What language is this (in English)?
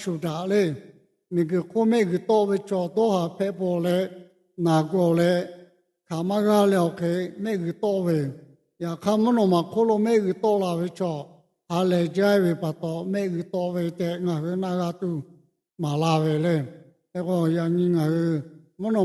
Lahu